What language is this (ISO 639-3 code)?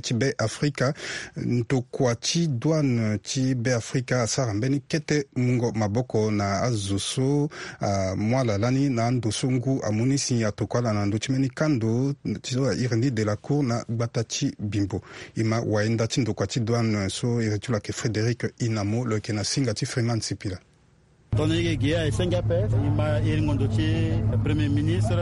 sag